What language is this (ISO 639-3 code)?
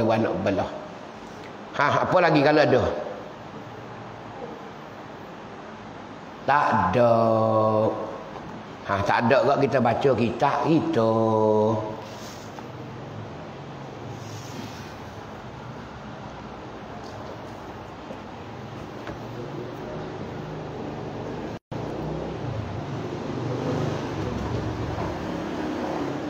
msa